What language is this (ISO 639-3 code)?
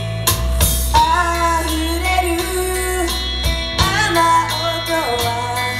jpn